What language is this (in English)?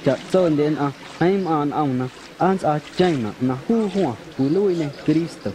Guerrero Amuzgo